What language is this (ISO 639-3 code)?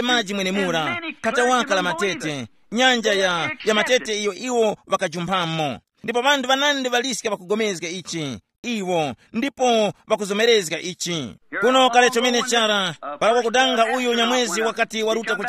tum